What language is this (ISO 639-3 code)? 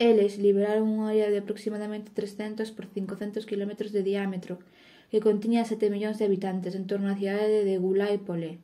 glg